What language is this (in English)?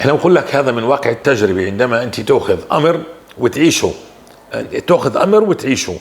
North Levantine Arabic